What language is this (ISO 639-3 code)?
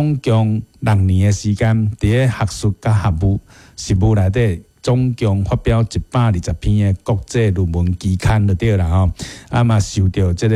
nan